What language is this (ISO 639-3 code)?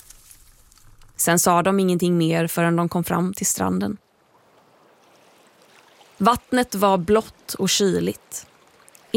swe